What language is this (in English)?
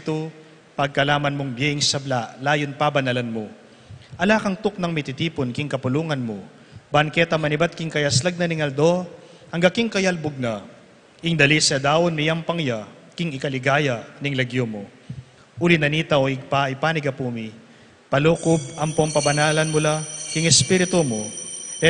Pampanga